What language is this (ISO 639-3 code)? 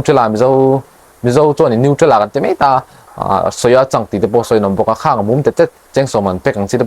lus